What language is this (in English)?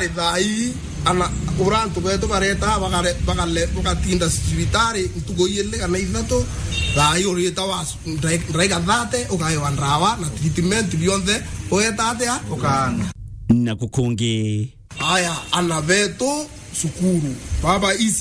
Meru